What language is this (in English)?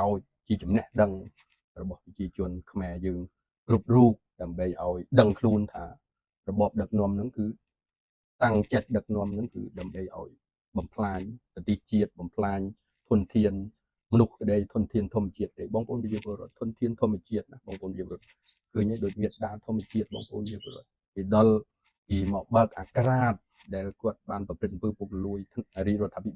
Khmer